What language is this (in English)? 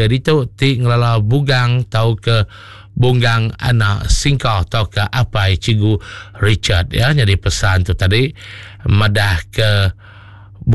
Iban